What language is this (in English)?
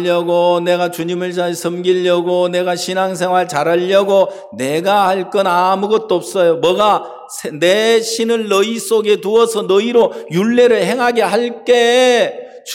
Korean